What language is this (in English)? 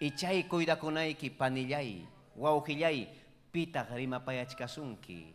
Ayacucho Quechua